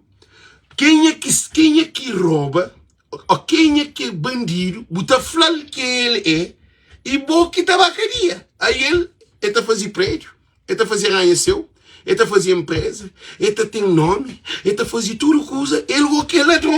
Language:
Kabuverdianu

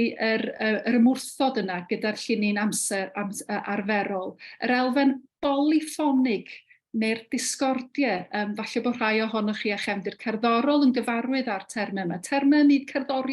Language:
Welsh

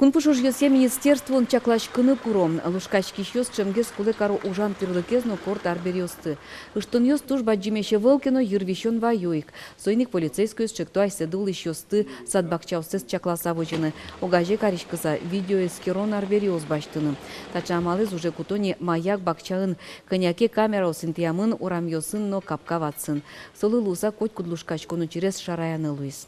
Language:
Udmurt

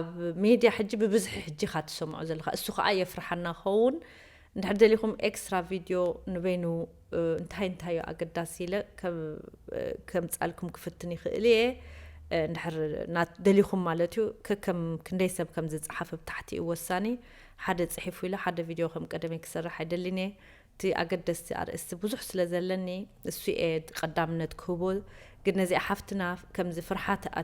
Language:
Tigrinya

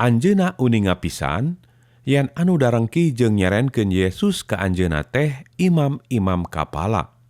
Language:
Sundanese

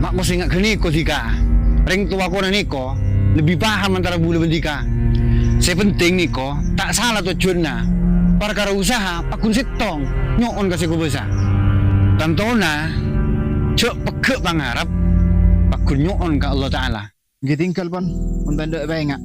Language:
Madurese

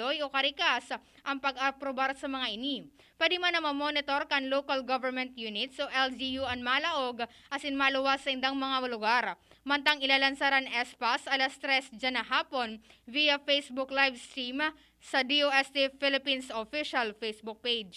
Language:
Bikol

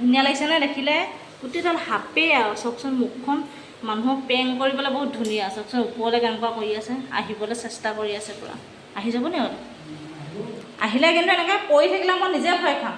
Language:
Assamese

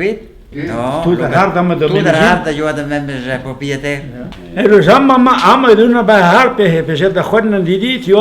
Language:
Breton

